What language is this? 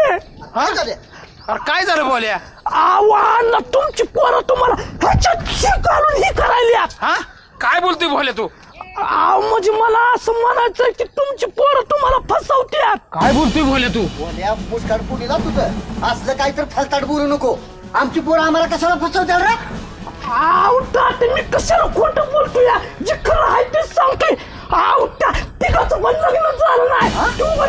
Marathi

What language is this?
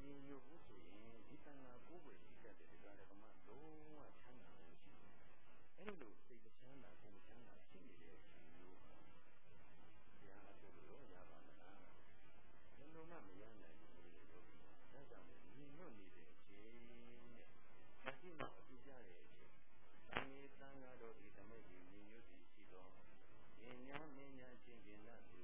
Burmese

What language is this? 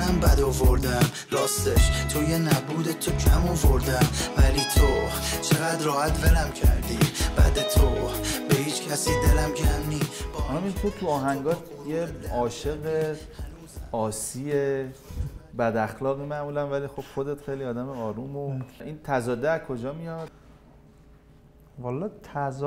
Persian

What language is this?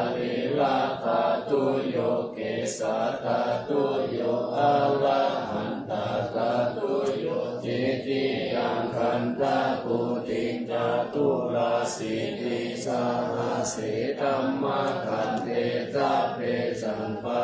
Pali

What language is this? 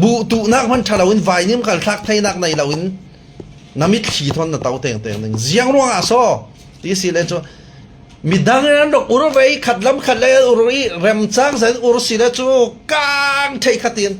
Falam Chin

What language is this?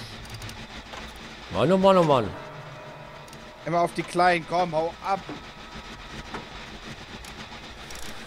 German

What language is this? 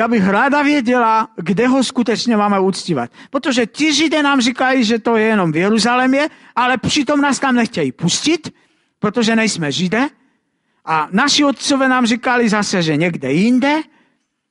Czech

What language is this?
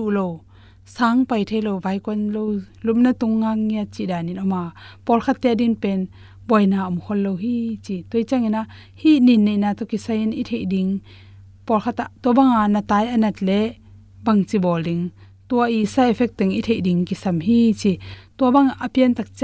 Tedim Chin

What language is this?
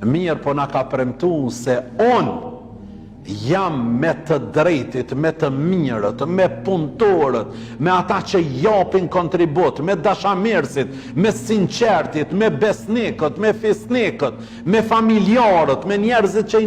Albanian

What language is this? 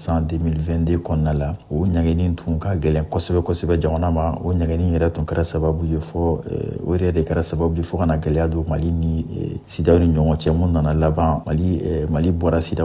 Bambara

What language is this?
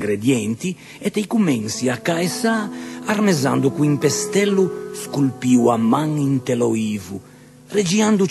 Ligurian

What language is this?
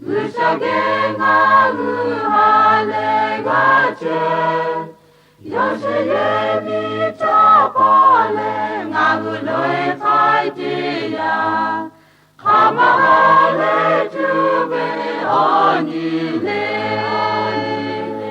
Lahu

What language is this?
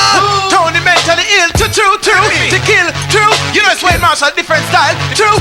Jamaican Creole English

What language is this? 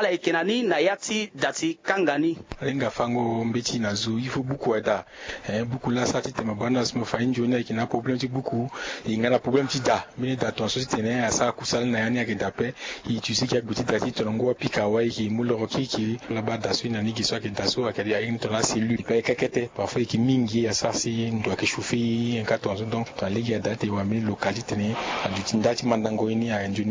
Sango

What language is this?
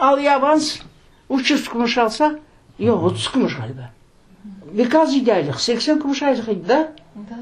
Crimean Tatar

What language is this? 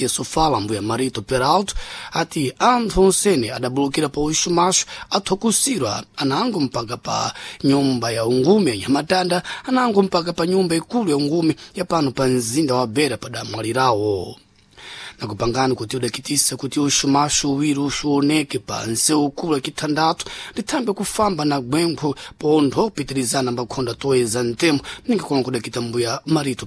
Sena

